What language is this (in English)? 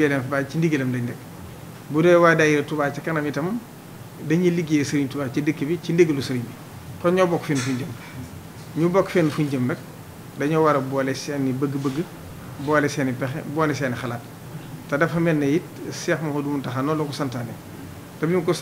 Wolof